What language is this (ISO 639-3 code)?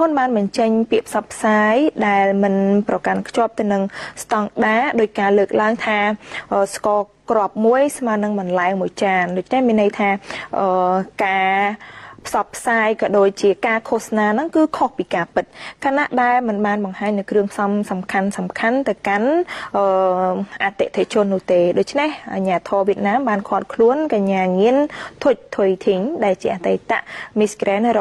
khm